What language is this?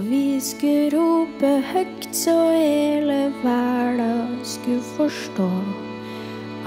Norwegian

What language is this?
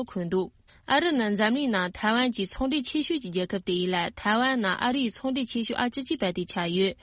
Tibetan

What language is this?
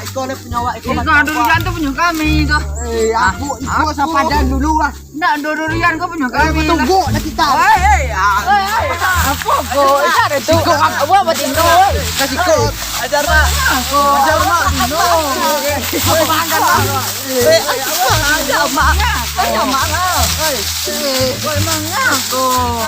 Minangkabau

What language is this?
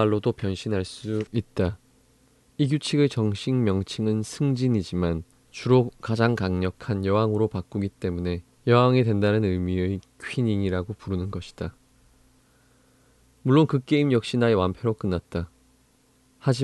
Korean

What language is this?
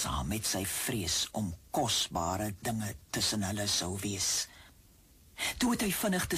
Afrikaans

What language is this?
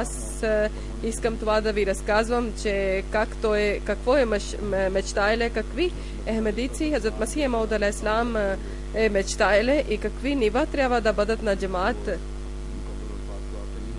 Bulgarian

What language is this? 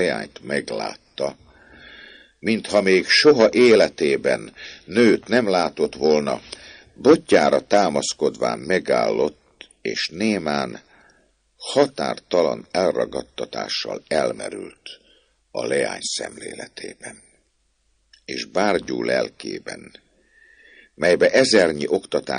Hungarian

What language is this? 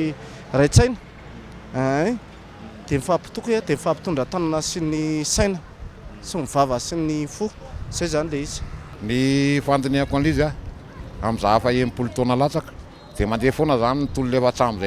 Malagasy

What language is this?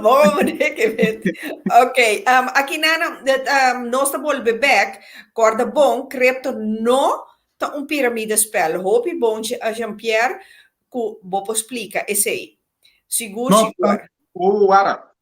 Papiamento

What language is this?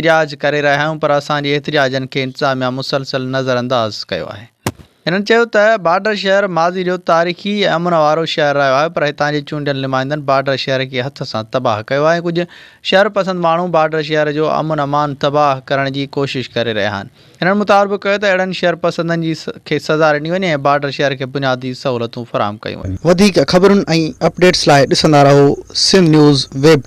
Sindhi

